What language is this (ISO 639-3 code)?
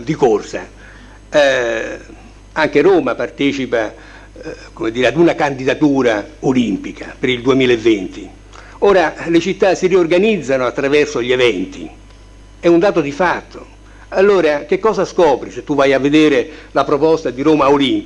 ita